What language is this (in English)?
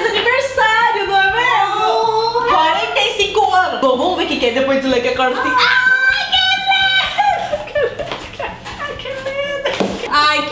Portuguese